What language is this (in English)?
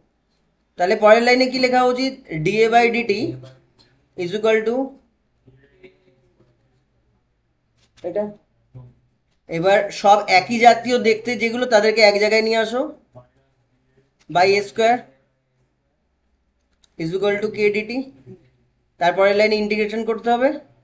Bangla